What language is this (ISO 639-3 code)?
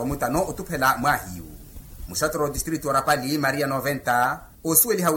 vmw